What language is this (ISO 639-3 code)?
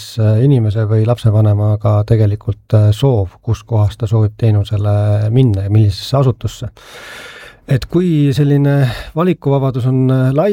est